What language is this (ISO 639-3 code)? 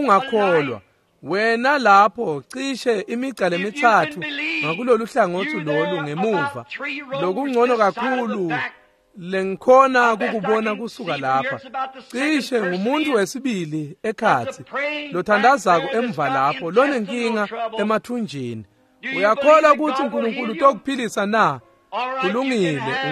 ssw